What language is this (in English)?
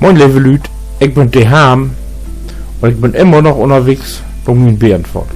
Low German